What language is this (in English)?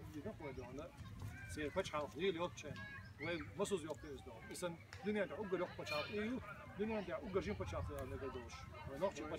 Chechen